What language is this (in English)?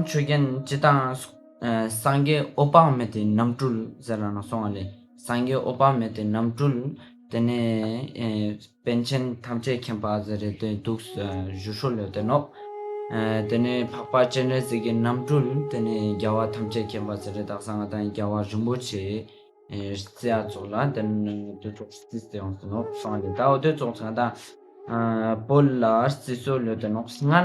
Ladakhi